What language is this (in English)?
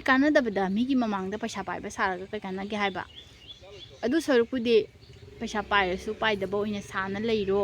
Manipuri